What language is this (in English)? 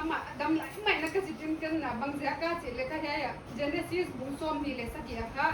Paite Chin